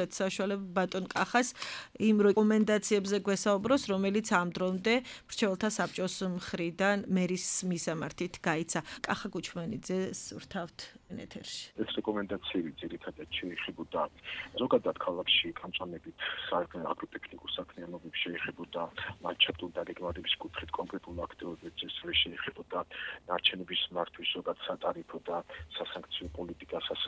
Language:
Georgian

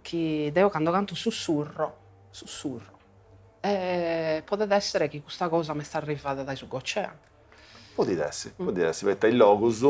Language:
Sardinian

